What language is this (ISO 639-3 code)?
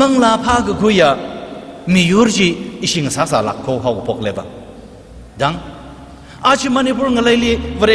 nmf